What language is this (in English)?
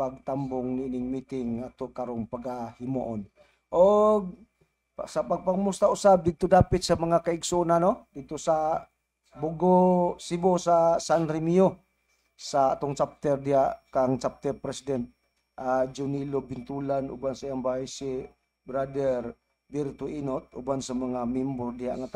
Cebuano